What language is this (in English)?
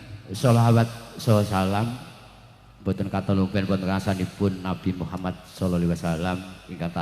Javanese